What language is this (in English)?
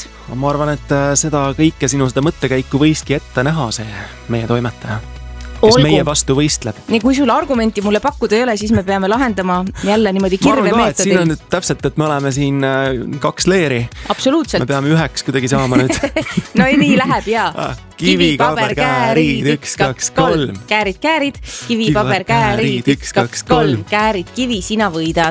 Estonian